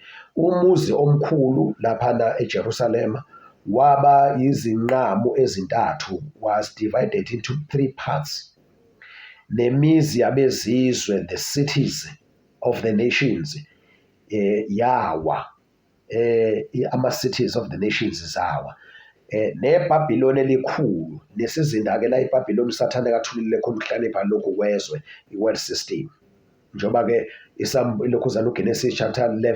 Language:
Zulu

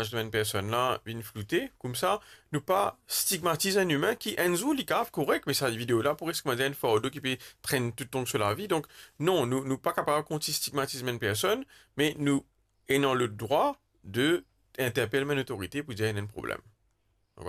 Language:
Morisyen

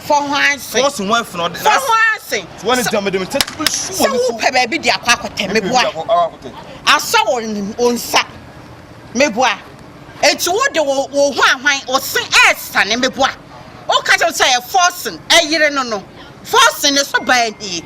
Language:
Akan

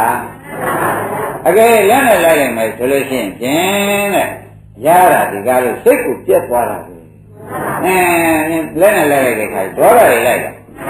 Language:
Burmese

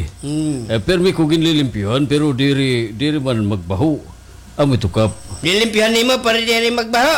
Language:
Waray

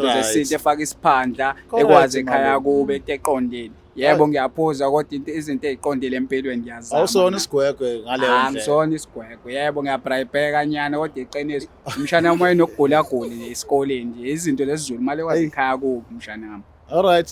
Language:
Zulu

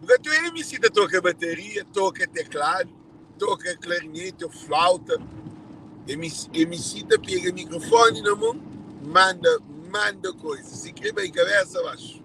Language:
Kabuverdianu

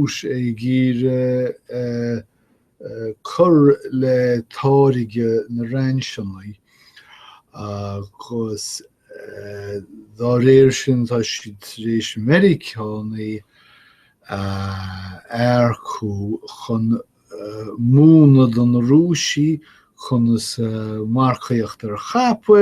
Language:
Irish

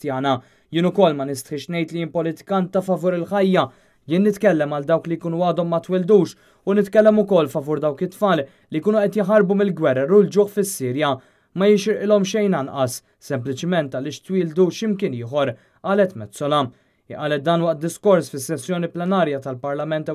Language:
Maltese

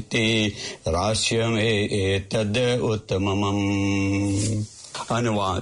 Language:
Hindi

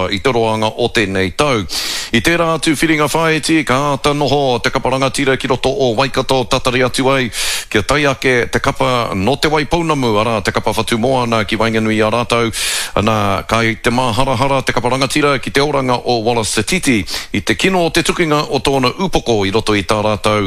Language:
Māori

